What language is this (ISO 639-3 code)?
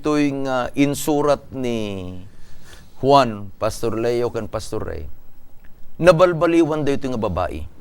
ilo